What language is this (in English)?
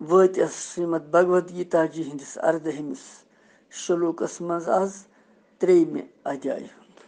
Kashmiri